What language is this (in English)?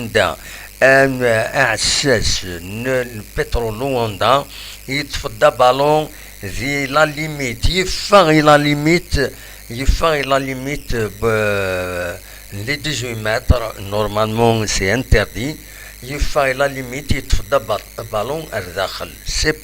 Kabyle